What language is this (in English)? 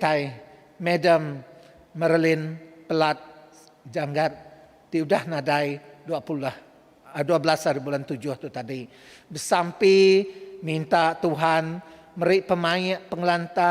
Iban